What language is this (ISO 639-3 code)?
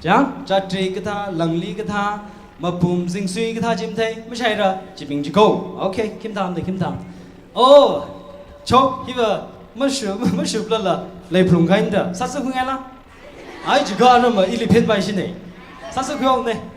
nmf